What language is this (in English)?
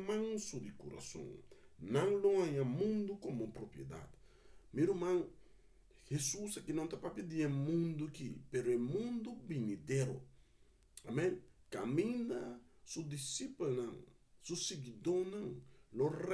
Papiamento